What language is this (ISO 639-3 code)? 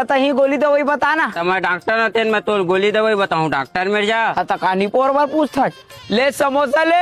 hne